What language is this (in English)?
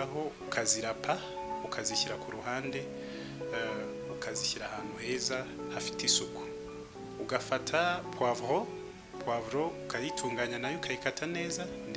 Kinyarwanda